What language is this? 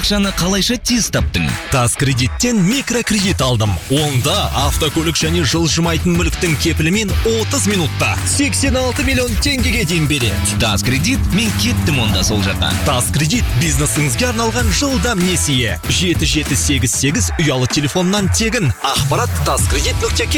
Kazakh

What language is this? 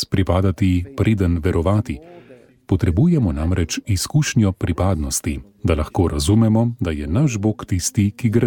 Slovenian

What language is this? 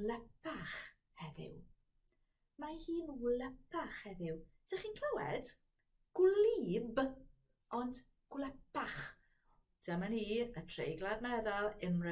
Welsh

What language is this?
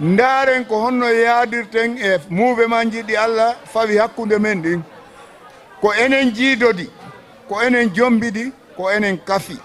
Fula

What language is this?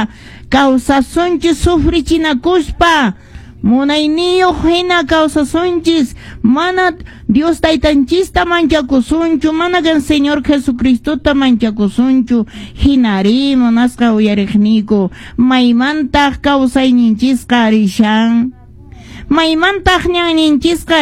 Quechua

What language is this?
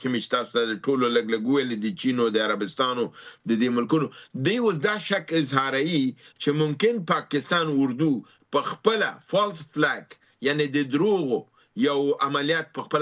Pashto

